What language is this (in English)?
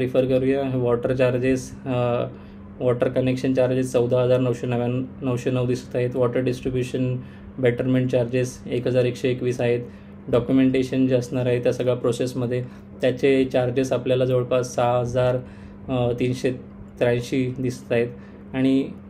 Marathi